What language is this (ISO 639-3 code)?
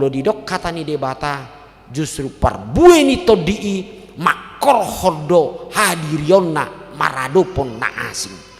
bbc